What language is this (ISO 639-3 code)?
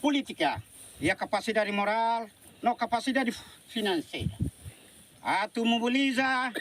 tet